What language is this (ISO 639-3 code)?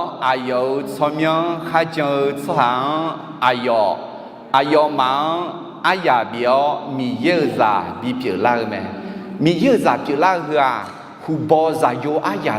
ahk